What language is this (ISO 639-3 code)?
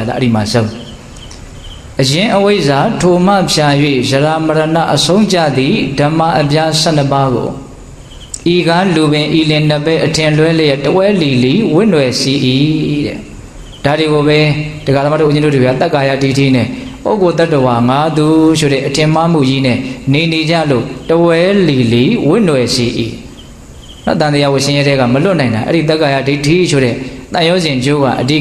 mya